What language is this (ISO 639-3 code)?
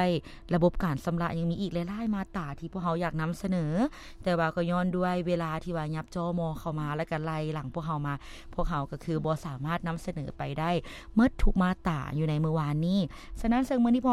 lao